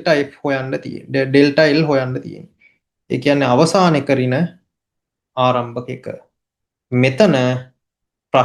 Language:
Sinhala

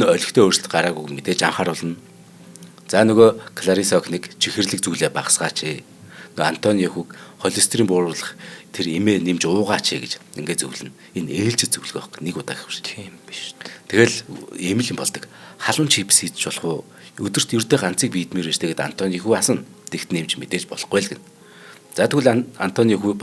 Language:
Mongolian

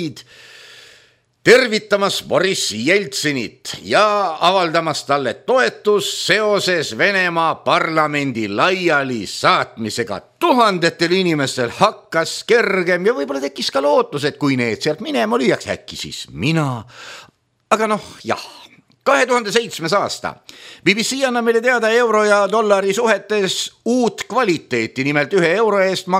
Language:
Estonian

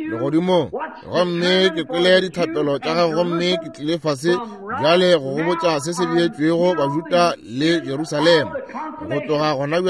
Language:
Northern Sotho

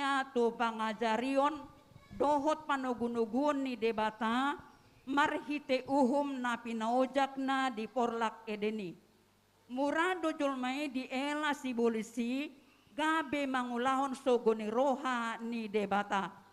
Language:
Batak Toba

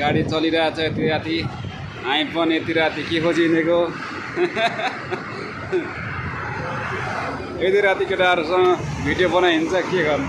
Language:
Nepali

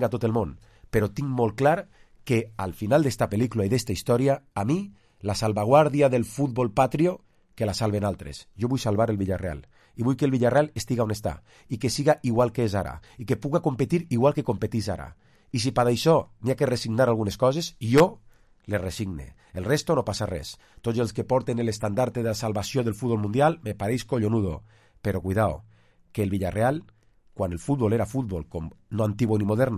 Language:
Catalan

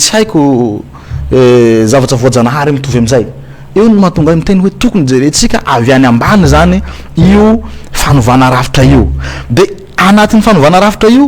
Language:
Malagasy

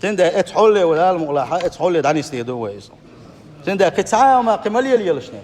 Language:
Chechen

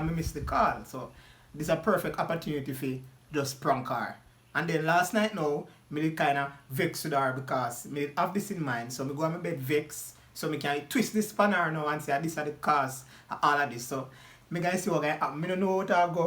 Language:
Jamaican Creole English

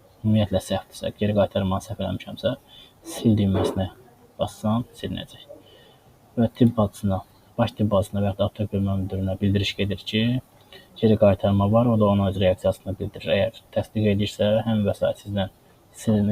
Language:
Azerbaijani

